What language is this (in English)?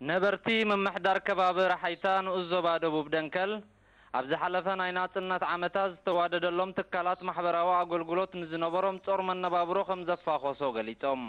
Tigrinya